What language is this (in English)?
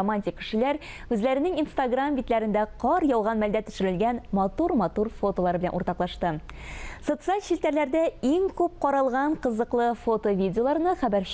Tatar